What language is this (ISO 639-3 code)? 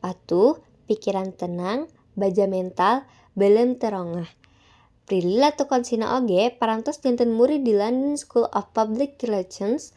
sun